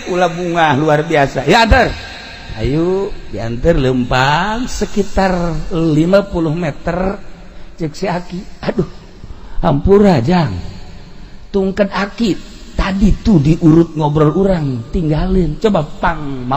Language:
Sundanese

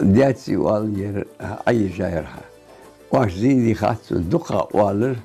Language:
Ingush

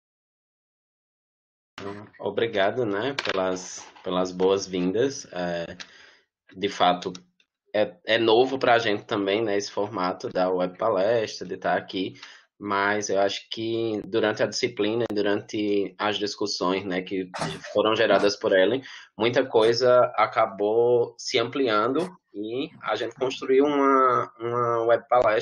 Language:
Portuguese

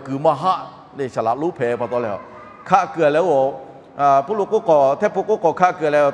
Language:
Lahu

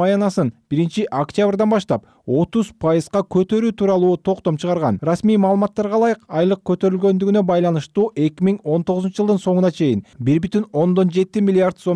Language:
Kyrgyz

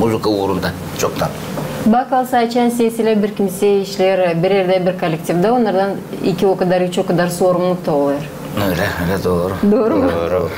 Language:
Gagauz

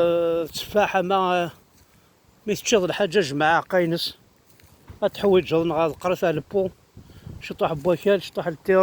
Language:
Kabyle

